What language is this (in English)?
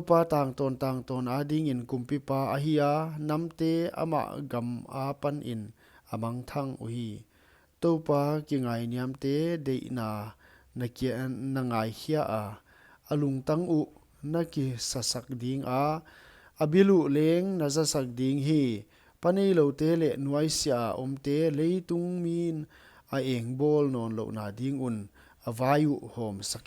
Paite Chin